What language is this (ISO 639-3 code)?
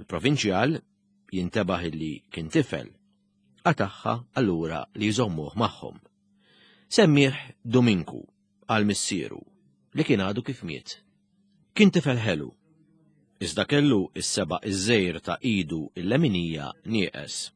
mlt